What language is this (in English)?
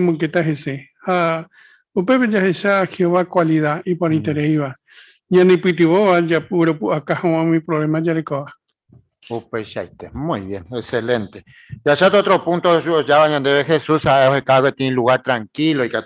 Guarani